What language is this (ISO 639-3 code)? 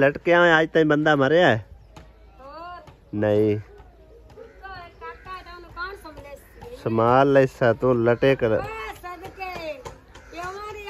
pan